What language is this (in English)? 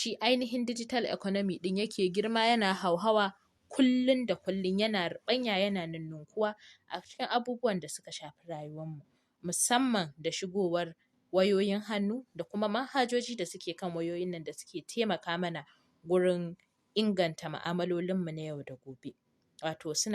Hausa